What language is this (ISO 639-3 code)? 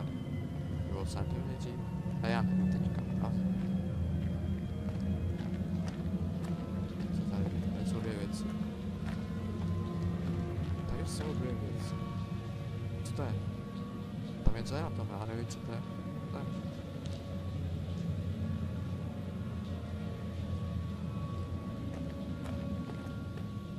ces